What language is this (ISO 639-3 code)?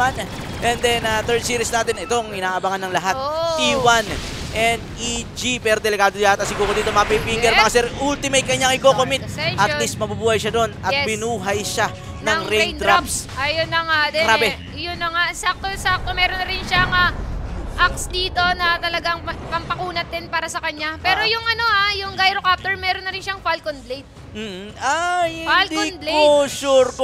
fil